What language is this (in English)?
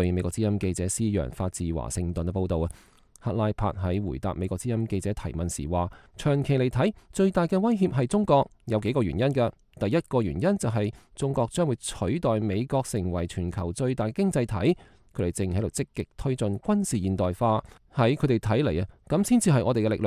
Cantonese